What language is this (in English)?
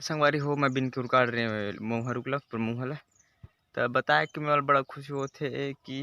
Chhattisgarhi